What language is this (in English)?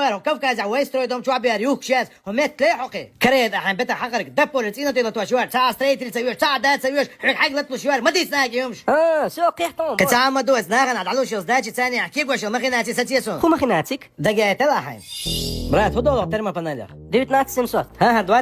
Chechen